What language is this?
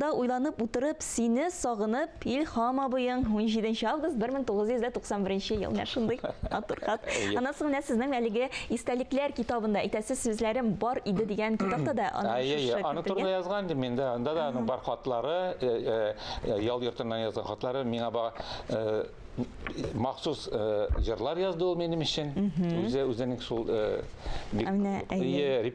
Tatar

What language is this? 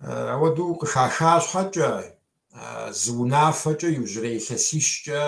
Kabardian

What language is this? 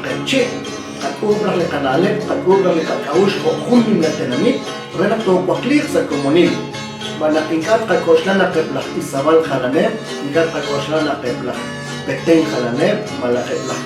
Kekchí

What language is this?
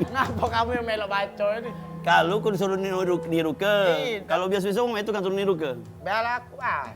Musi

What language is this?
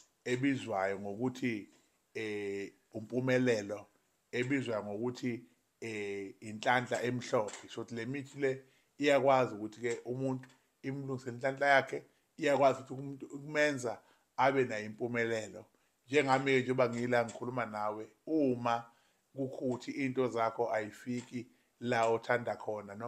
Zulu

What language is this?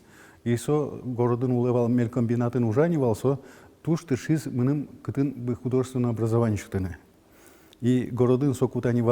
Udmurt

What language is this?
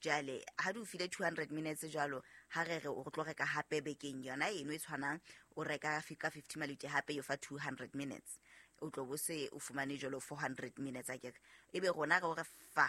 Southern Sotho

